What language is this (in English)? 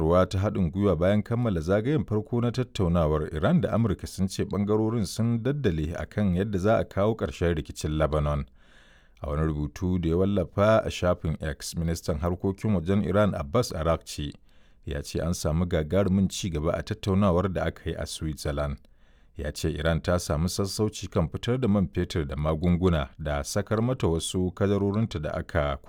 Hausa